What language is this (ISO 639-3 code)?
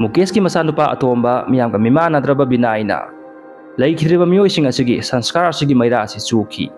mni